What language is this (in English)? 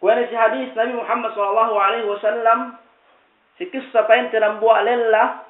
Yakan